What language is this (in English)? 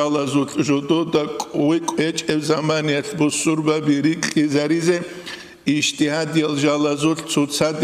Avaric